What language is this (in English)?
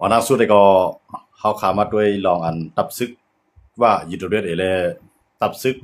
Shan